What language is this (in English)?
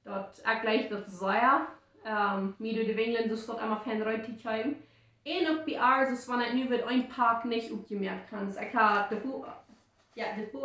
Plautdietsch